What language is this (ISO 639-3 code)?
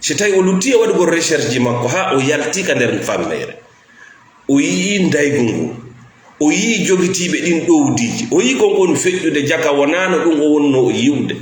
ful